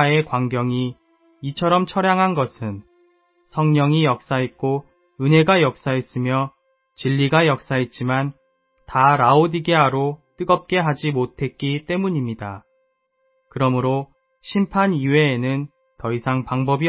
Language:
Korean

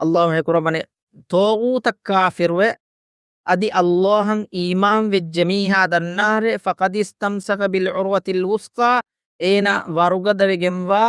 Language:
Divehi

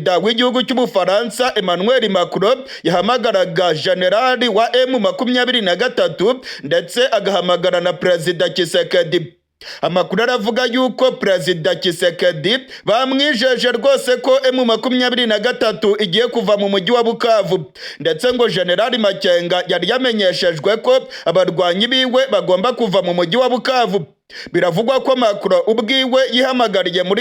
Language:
Kinyarwanda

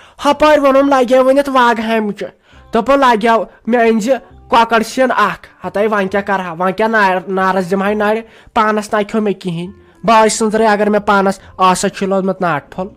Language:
Kashmiri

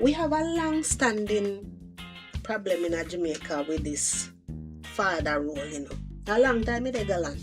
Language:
Jamaican Creole English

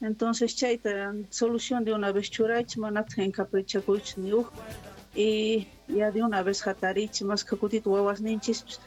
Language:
Quechua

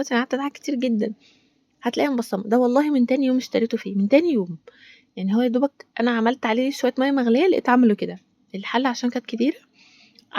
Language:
Egyptian Arabic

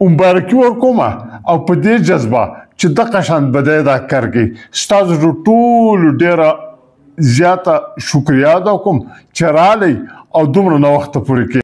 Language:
Pashto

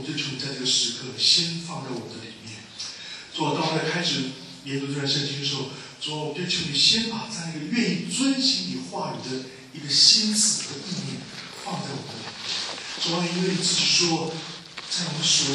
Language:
Chinese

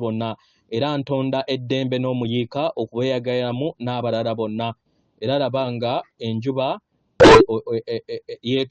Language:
Ganda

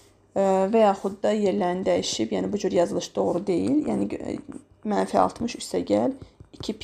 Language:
Azerbaijani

